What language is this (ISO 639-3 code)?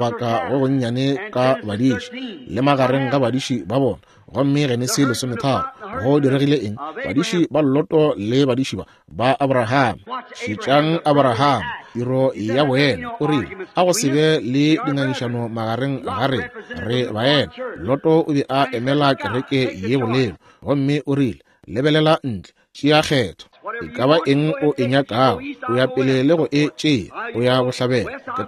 nso